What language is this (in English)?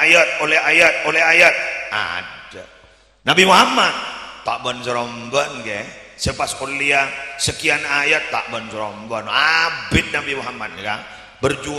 Madurese